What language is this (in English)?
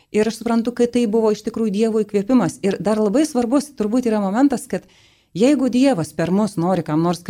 Lithuanian